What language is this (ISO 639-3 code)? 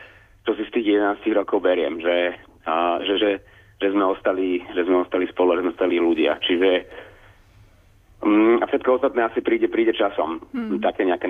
slk